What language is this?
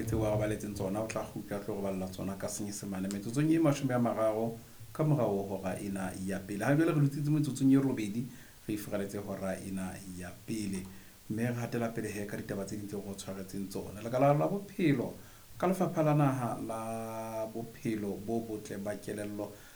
Southern Sotho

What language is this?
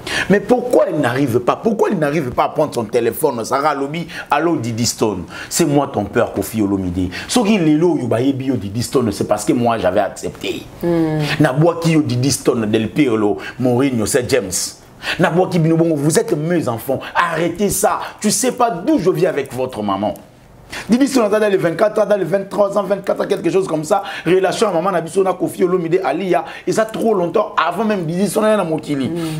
Lingala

